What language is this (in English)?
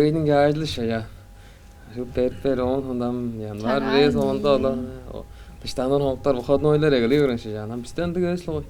Tuvinian